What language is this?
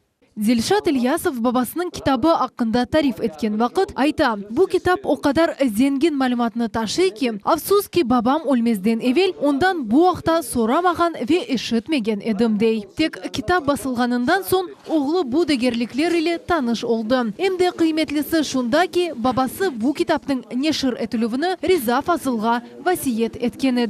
Crimean Tatar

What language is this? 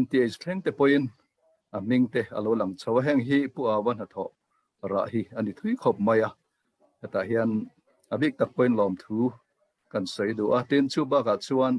Mizo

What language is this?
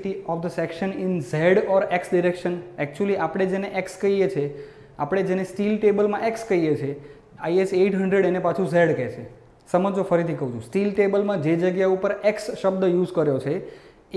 Gujarati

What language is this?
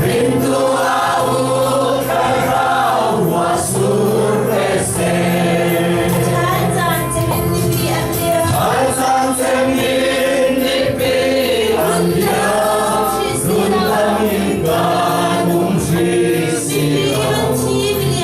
Falam Chin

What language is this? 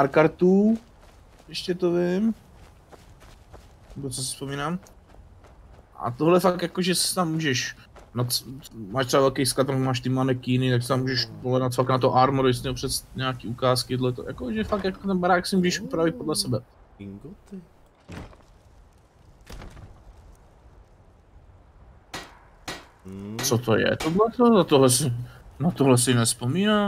Czech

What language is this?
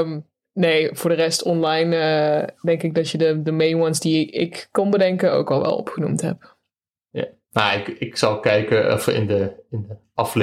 Dutch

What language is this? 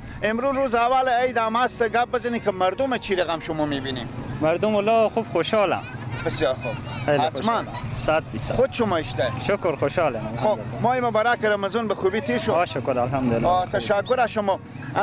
Persian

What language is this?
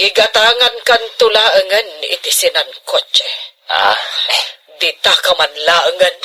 Iloko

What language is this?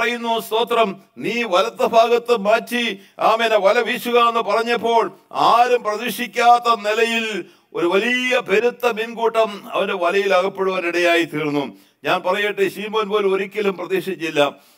Malayalam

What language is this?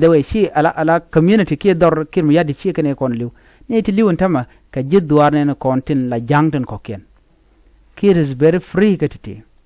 Nuer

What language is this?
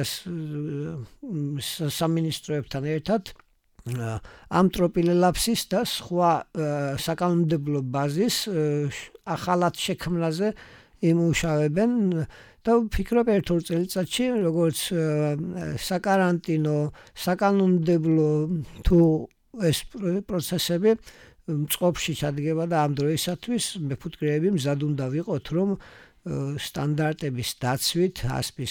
Georgian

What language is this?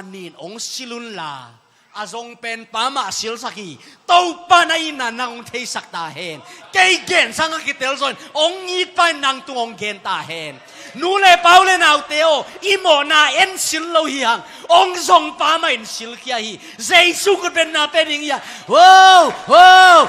Tedim Chin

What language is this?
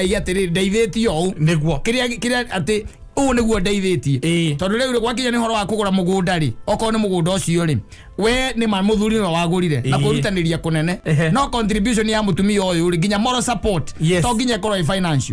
Kikuyu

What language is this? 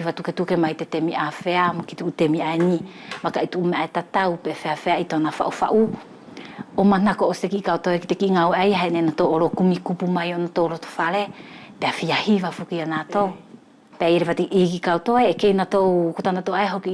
Wallisian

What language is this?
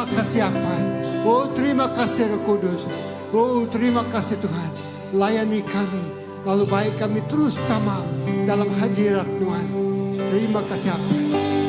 Iban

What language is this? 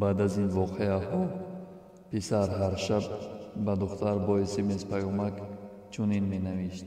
Tajik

